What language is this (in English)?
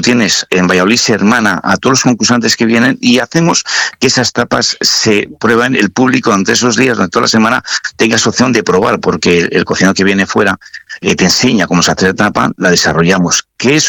Spanish